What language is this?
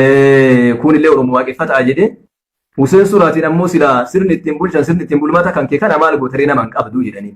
Oromo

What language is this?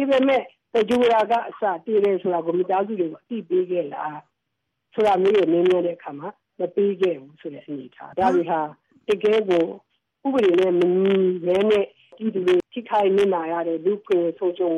Burmese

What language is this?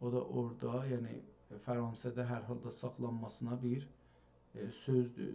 South Azerbaijani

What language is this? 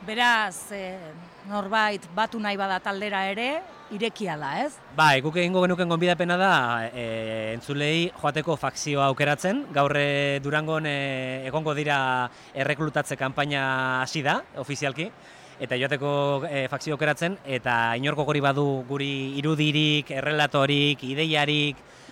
Basque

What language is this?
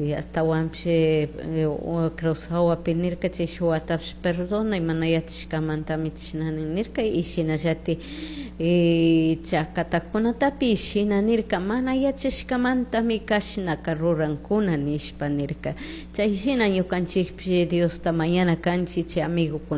Chimborazo Highland Quichua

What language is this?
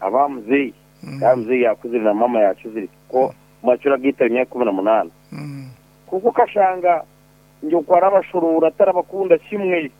Nyankole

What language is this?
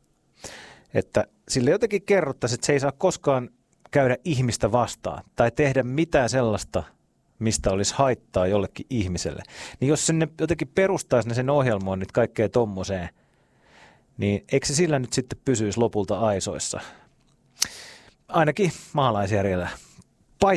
Finnish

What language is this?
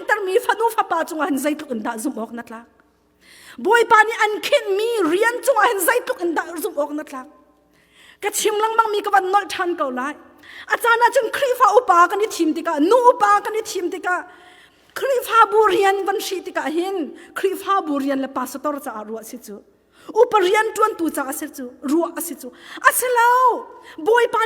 Hakha Chin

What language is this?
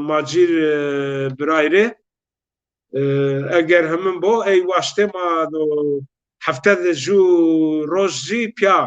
Zaza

